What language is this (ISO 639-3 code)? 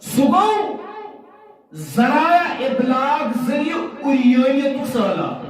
kas